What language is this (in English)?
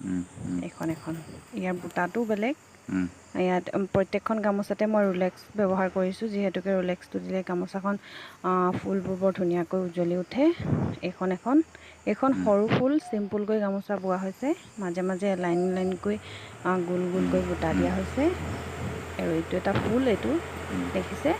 Assamese